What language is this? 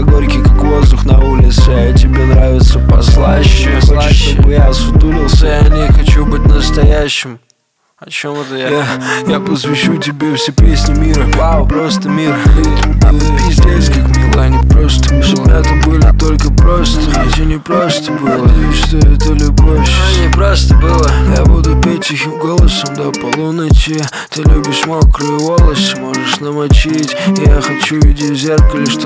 Russian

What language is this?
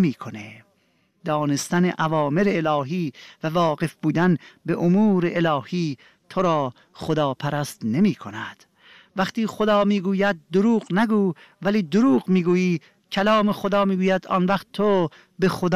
Persian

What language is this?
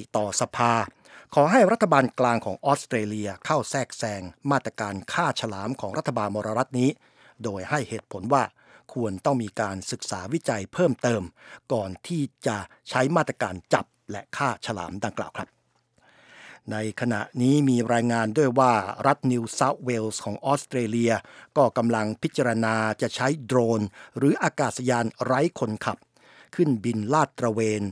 Thai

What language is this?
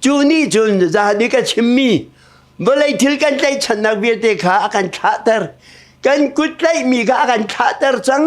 Hakha Chin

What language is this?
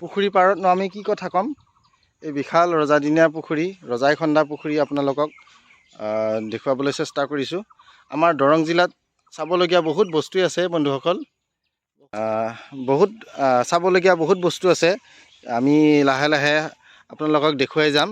Assamese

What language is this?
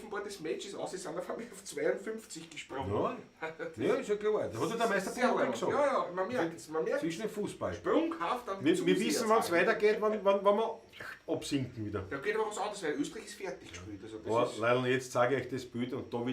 Bavarian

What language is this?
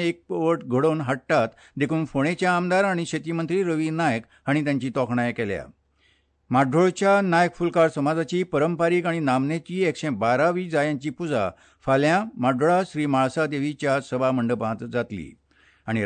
Konkani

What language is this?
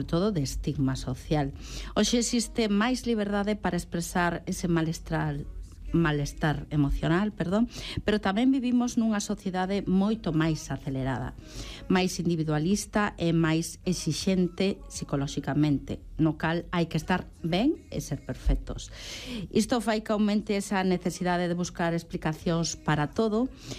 Galician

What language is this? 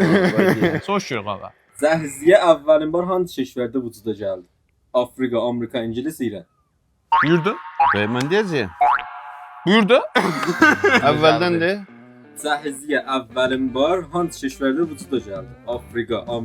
South Azerbaijani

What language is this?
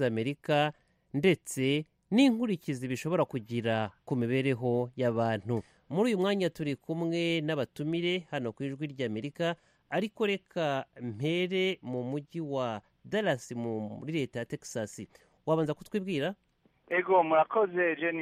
Kinyarwanda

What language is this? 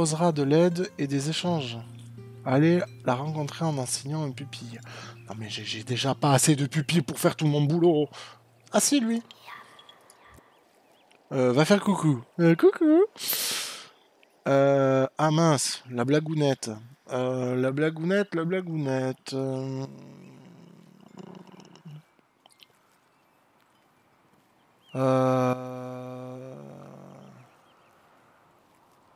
French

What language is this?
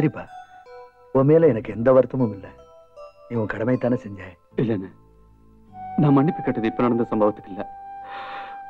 Tamil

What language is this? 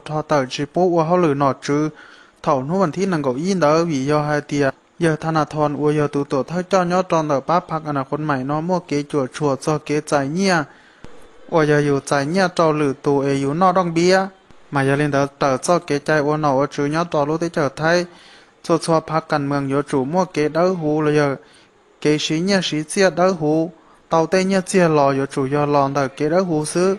Hmong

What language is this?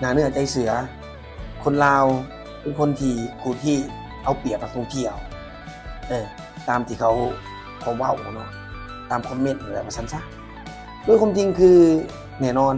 Lao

